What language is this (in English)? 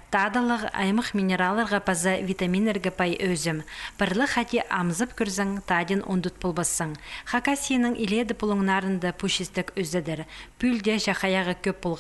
Khakas